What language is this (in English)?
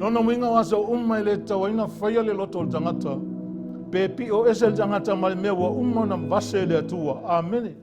Samoan